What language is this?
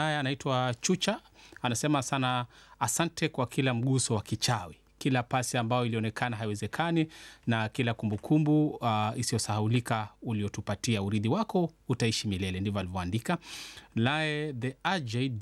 Swahili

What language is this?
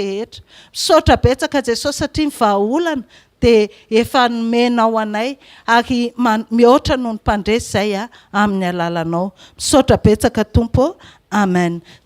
Malagasy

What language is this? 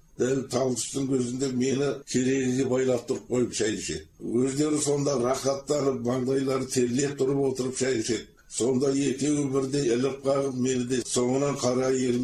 Kazakh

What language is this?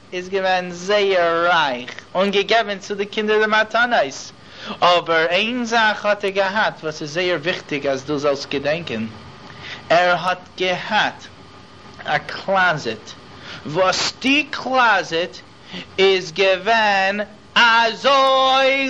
Yiddish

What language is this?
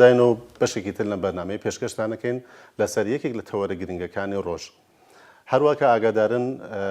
Central Kurdish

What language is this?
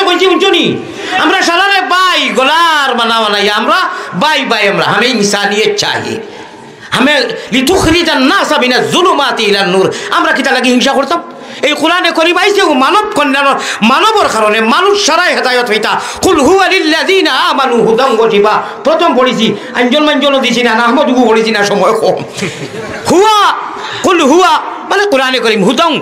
Sylheti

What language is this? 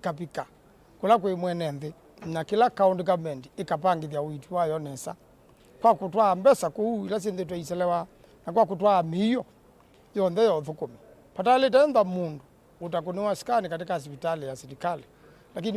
Kamba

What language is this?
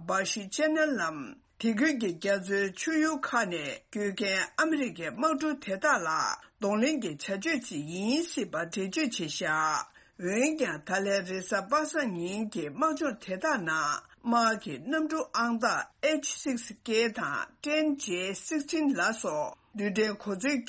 Tibetan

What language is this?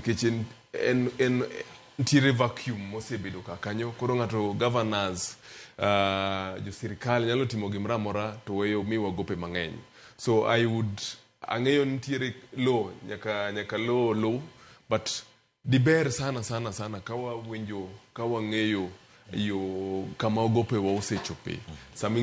Luo (Kenya and Tanzania)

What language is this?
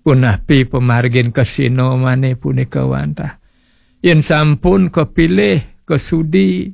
Balinese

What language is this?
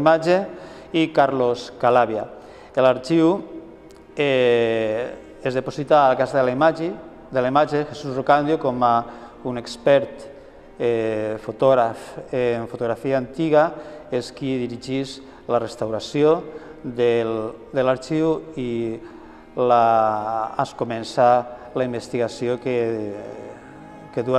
Catalan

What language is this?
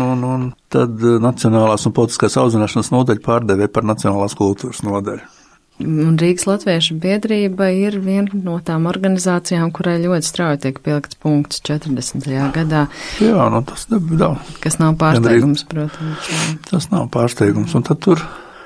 Latvian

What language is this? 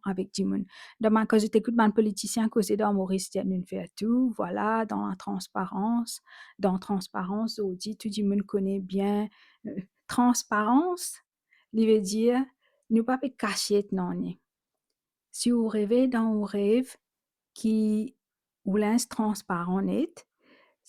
Morisyen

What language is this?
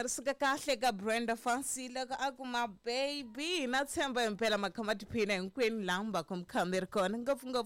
Tsonga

